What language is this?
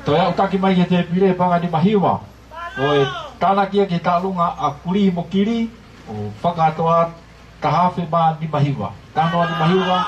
Tongan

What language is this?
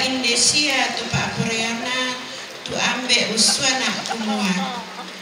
Toraja-Sa'dan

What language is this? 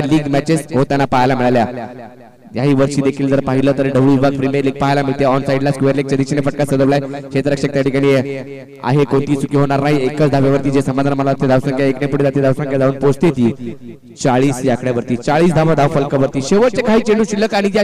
Marathi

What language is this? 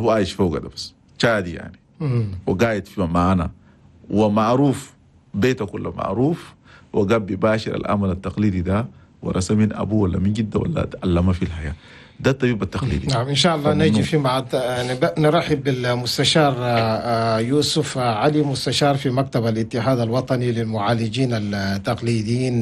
Chadian Arabic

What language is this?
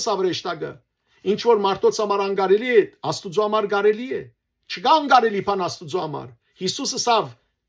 Western Armenian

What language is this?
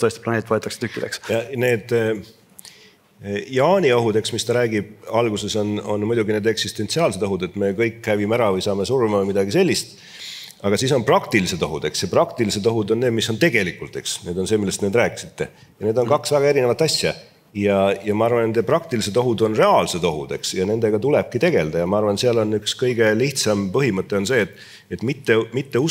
Estonian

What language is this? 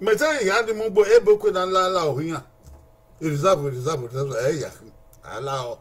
Bini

